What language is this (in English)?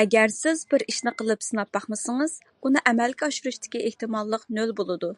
Uyghur